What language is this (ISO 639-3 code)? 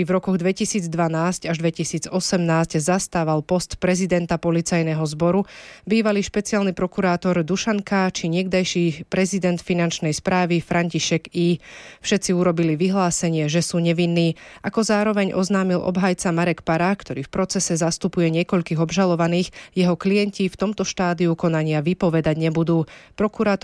slk